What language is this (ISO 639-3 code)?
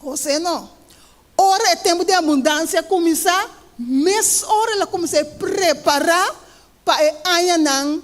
pap